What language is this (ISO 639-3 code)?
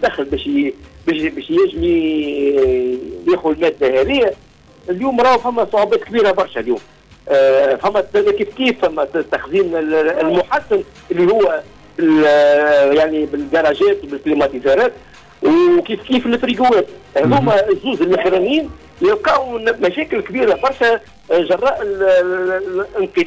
aeb